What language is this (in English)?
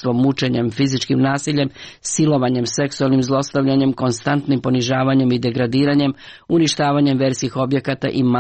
Serbian